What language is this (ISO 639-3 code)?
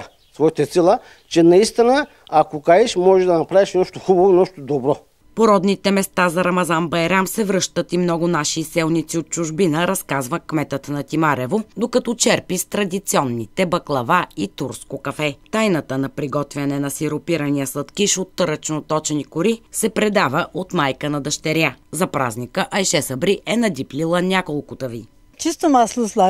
bul